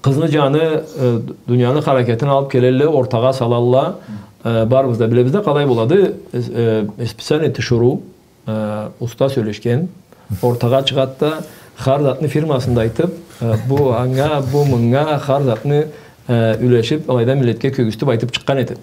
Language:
Karachay-Balkar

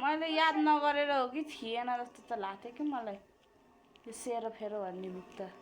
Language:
Nepali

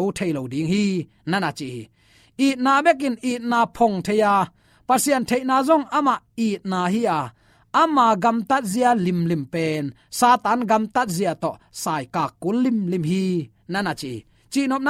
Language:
Tedim Chin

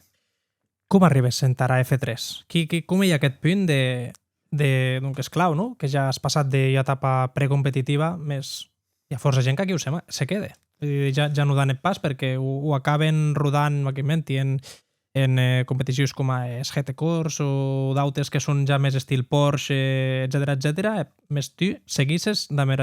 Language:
Occitan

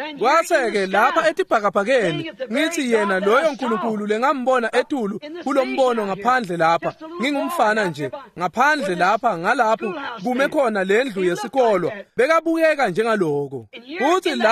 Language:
Swati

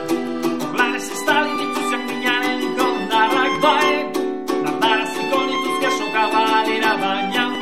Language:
Basque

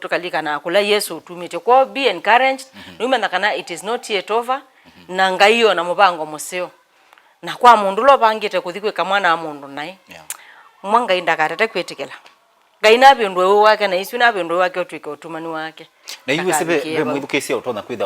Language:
Kamba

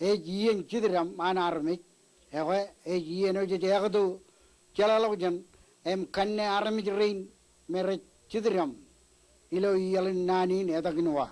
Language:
Marshallese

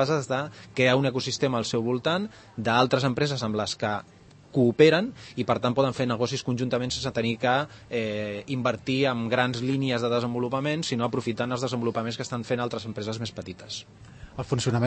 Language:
Catalan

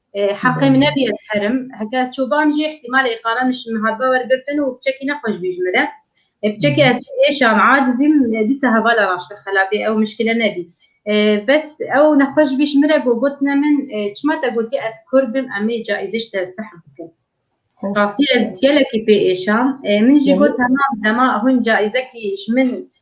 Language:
Kurdish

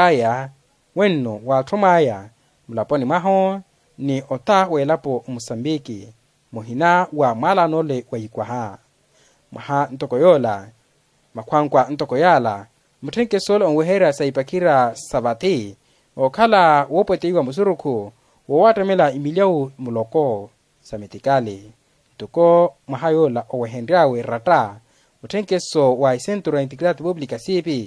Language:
Makhuwa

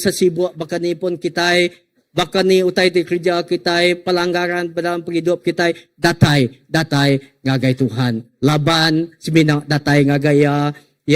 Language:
Iban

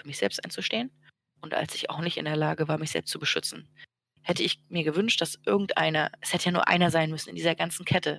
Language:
German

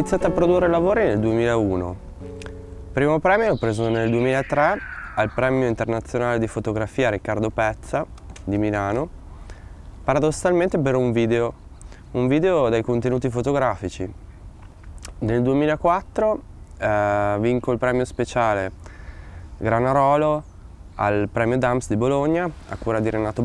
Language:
Italian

